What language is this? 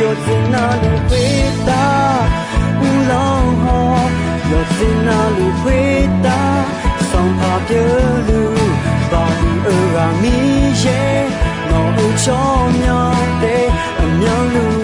Akha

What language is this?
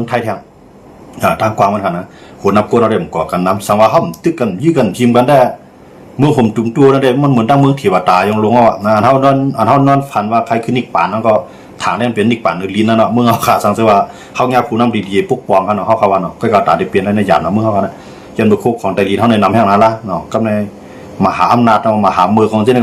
Shan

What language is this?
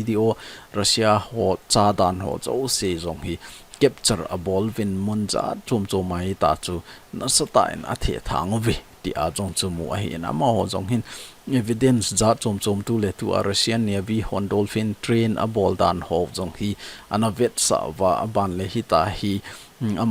Thado Chin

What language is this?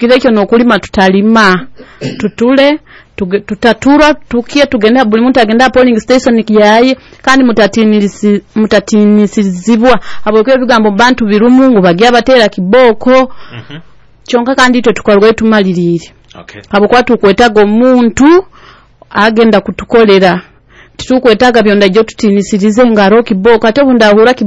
Nyoro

